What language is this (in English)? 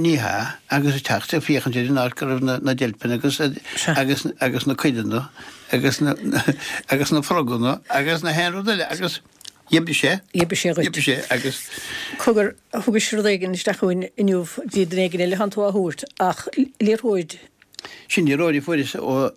Irish